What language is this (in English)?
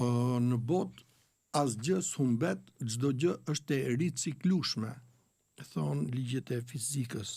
Albanian